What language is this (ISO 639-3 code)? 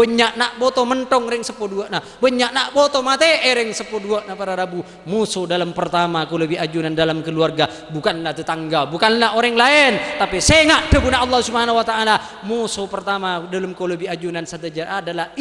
mad